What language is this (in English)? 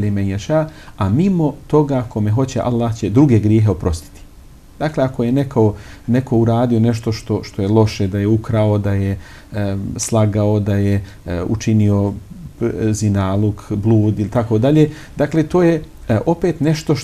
Bosnian